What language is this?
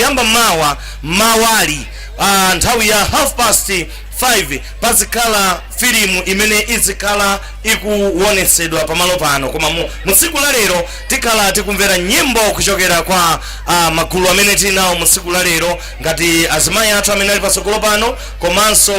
Nyanja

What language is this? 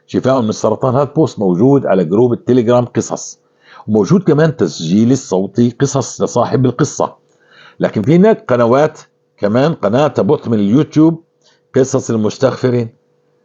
North Levantine Arabic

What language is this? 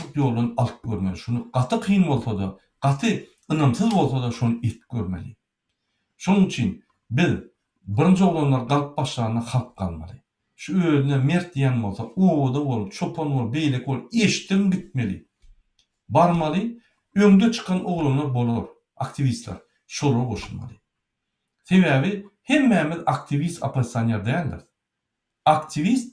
Turkmen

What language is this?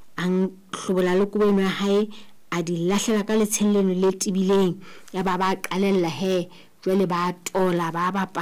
Southern Sotho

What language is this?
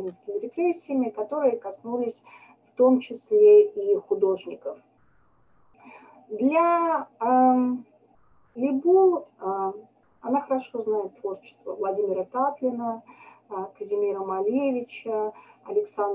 Russian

